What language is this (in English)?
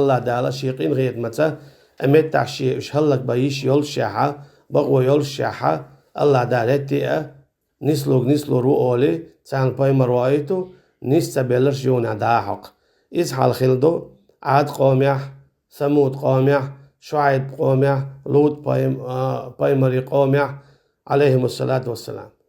Chechen